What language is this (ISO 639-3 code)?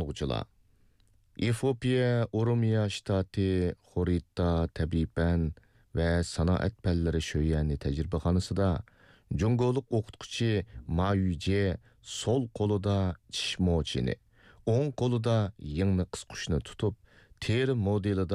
uig